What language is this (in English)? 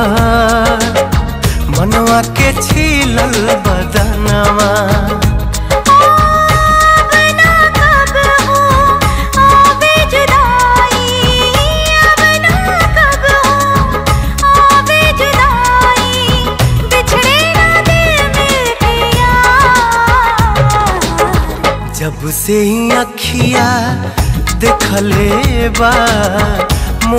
Bhojpuri